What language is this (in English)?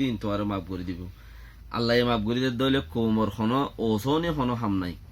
Rohingya